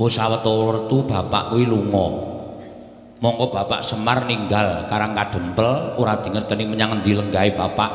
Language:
Javanese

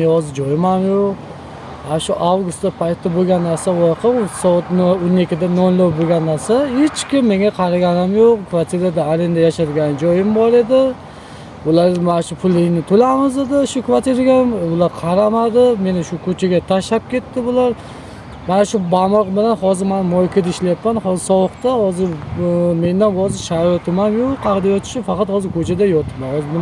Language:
Uzbek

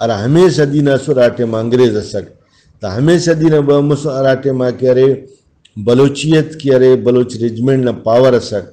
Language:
Brahui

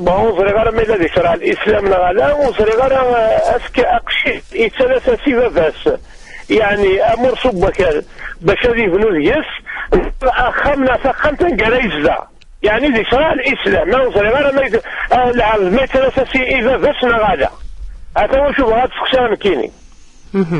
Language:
Kabyle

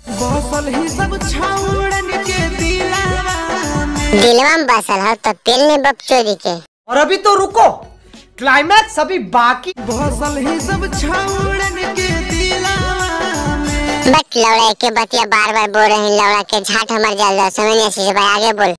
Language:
Magahi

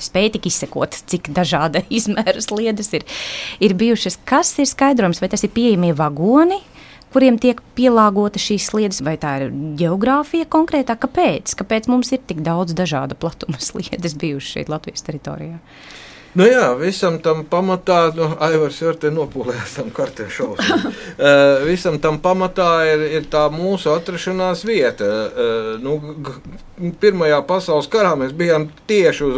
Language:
Latvian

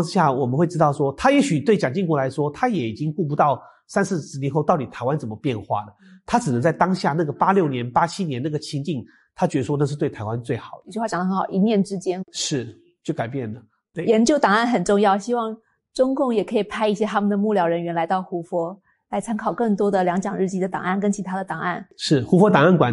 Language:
Chinese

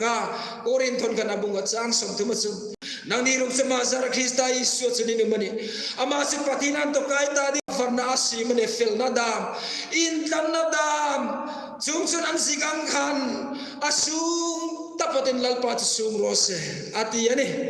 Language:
Hmar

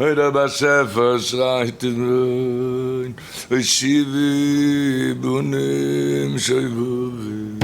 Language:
Yiddish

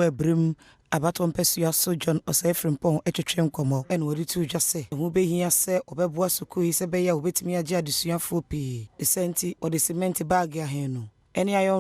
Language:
Akan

